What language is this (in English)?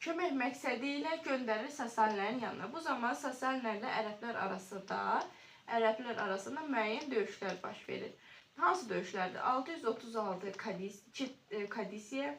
Azerbaijani